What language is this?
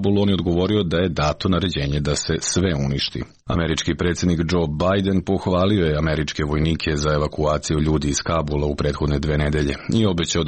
Serbian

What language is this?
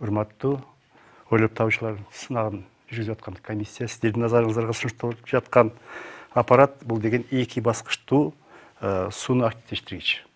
Kyrgyz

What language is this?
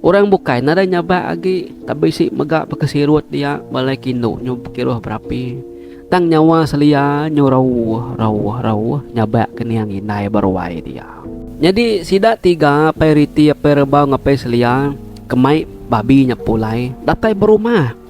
Iban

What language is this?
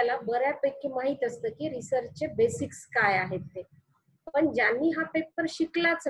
Marathi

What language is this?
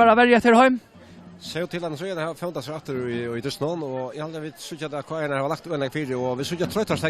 Faroese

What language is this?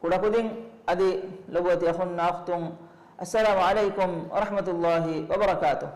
Divehi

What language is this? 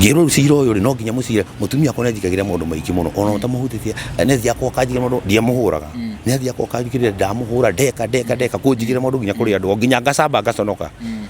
Kikuyu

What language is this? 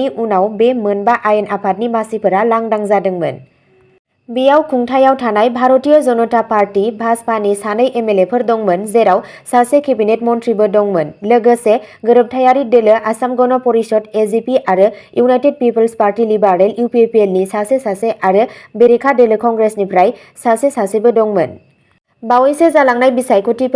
Bodo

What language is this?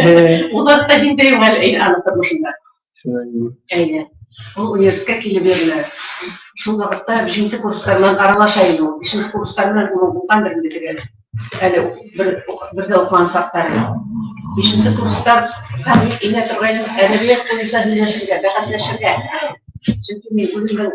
Bashkir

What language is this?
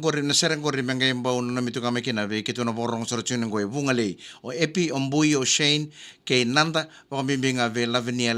Fijian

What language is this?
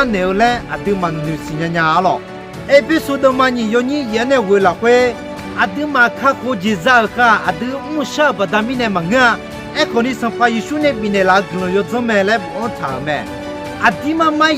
Akha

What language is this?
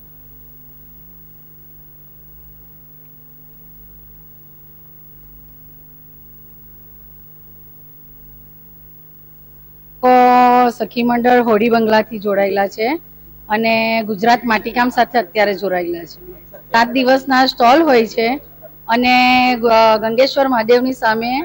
Gujarati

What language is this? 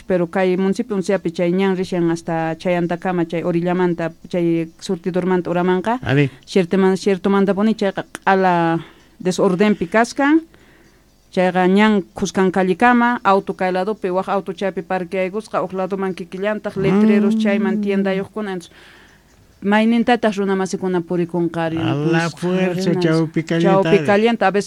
South Bolivian Quechua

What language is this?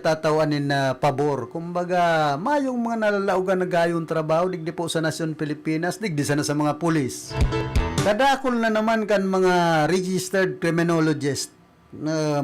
Bikol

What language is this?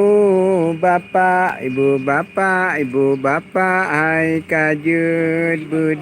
Achinese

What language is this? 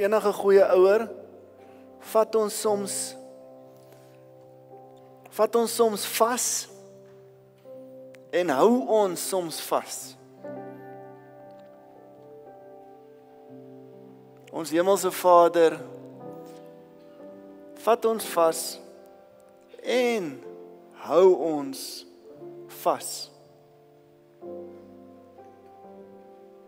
Afrikaans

